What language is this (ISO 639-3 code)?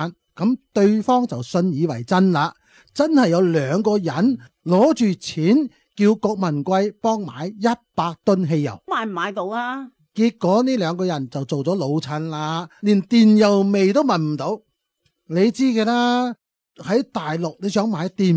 yue